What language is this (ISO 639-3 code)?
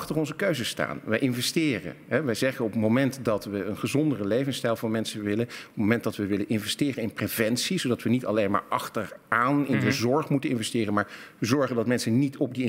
nld